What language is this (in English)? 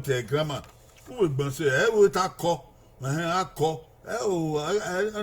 Bini